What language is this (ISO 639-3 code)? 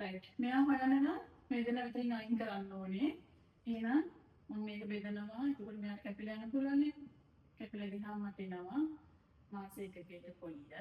sin